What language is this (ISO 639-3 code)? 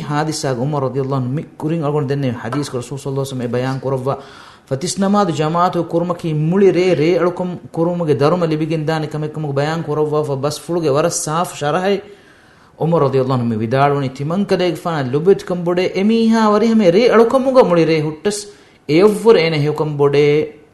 div